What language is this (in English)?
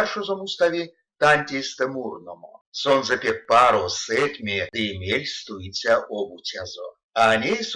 Erzya